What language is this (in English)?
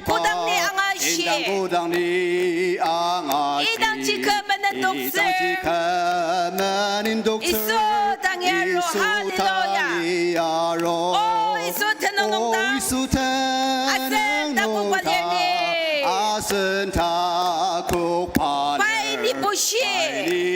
Ao Naga